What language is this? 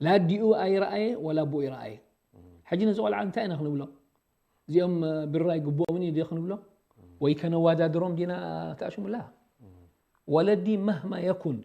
Tigrinya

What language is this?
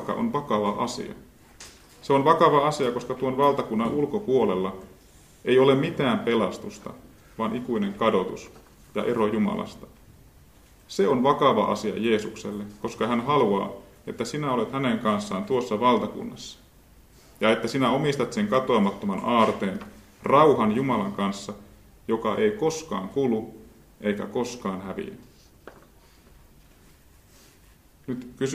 Finnish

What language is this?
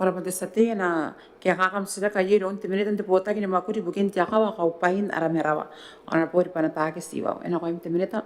Gilbertese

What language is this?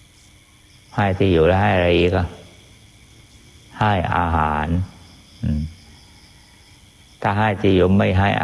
Thai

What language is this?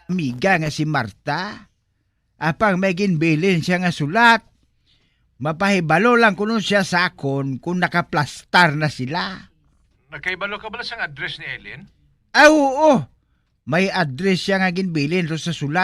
Hiligaynon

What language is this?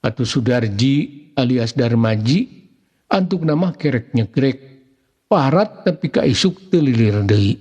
Sundanese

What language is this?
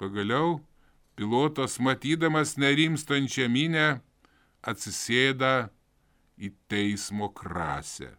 Lithuanian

